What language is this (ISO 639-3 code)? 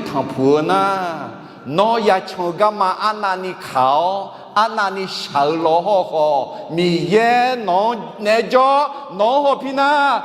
ahk